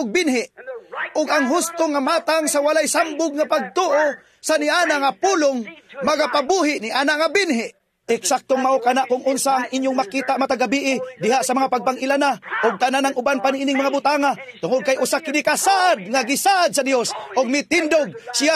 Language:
Cebuano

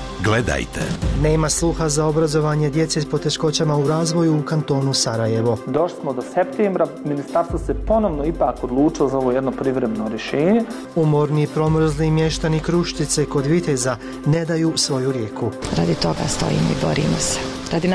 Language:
Bosnian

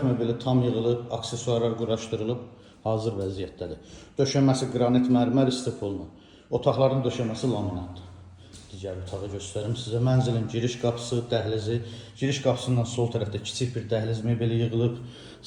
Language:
Azerbaijani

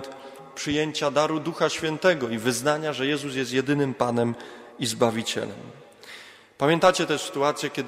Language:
Polish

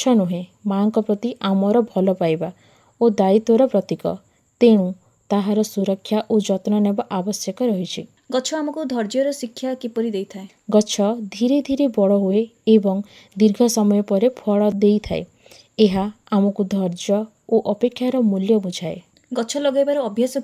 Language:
Odia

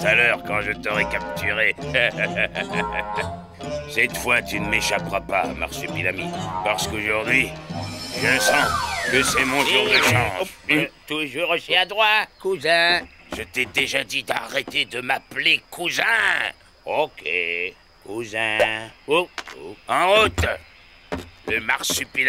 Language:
French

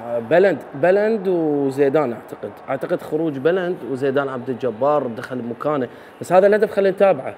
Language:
Mesopotamian Arabic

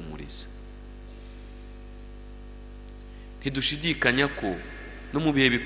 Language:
Kinyarwanda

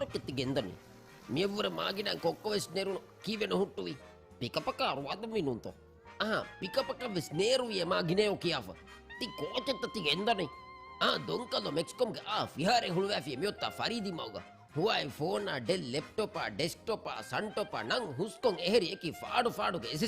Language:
Divehi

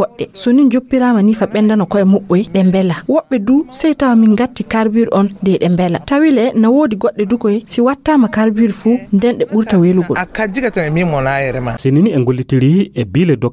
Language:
Fula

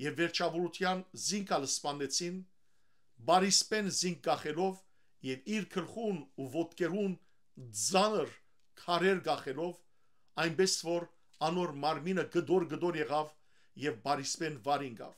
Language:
Western Armenian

